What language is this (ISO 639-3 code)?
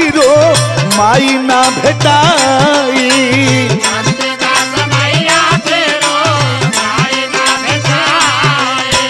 bho